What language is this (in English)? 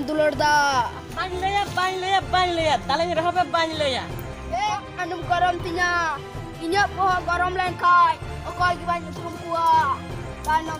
Santali